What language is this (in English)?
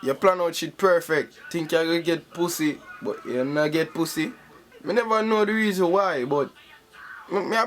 Jamaican Creole English